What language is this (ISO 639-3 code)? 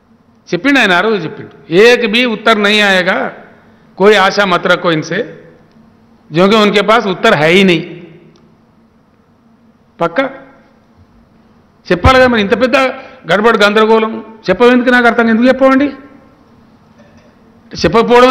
tel